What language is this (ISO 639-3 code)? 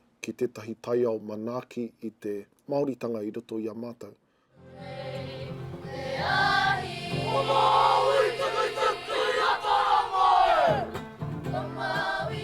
mri